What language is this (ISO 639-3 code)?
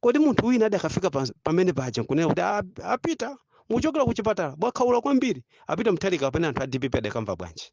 nya